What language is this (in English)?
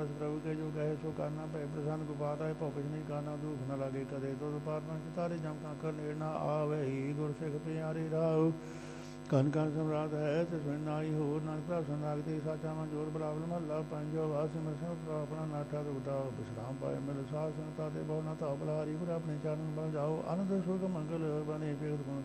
Punjabi